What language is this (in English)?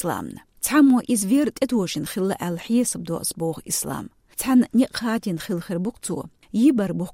Chechen